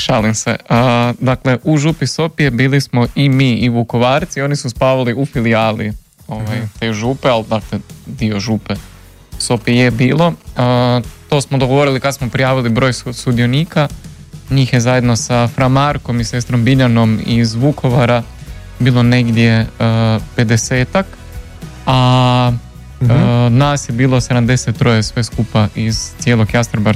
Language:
Croatian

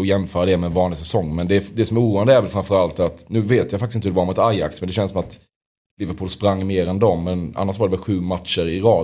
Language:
Swedish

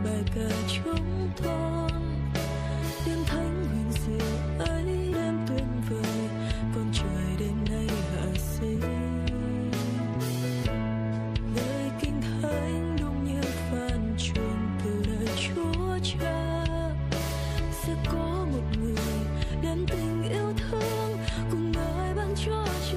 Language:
Vietnamese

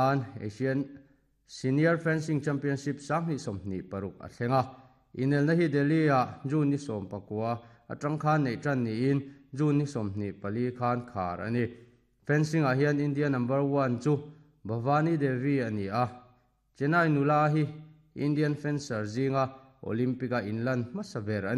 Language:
Mizo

